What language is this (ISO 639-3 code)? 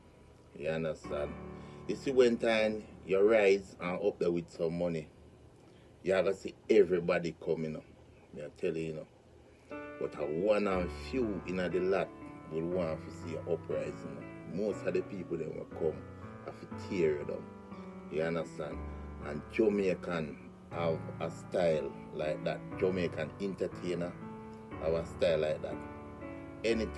jam